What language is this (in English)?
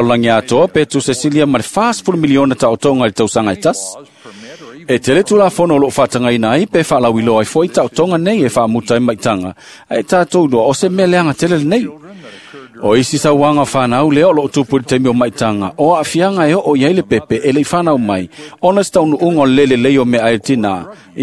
Samoan